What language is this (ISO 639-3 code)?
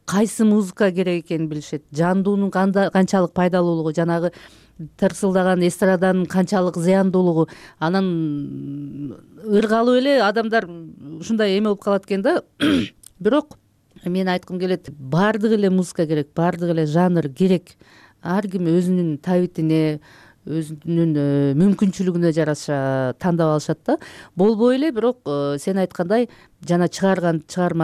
kir